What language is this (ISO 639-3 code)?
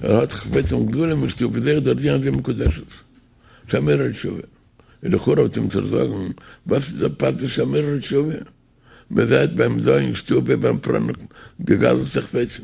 yid